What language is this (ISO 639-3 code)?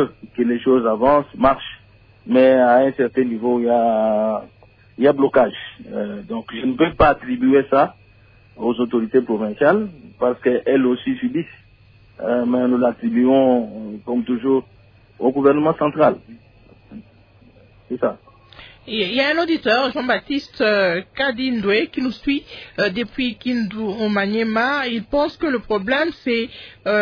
fra